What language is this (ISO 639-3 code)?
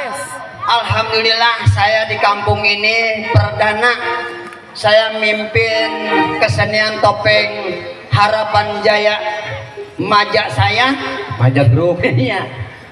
bew